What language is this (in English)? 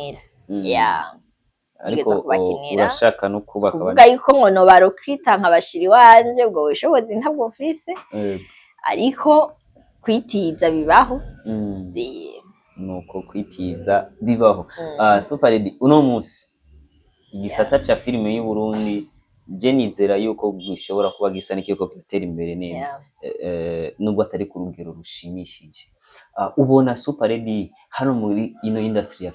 Rundi